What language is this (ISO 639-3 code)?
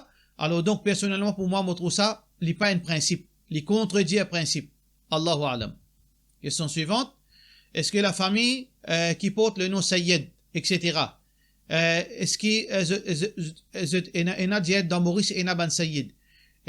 mfe